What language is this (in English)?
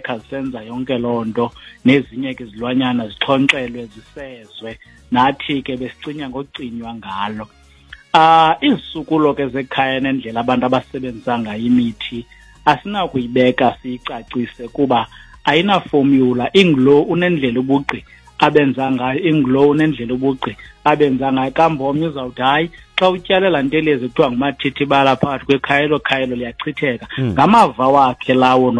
Xhosa